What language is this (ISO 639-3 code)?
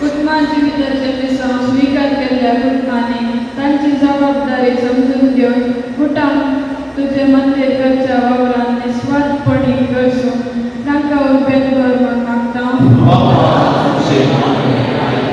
kok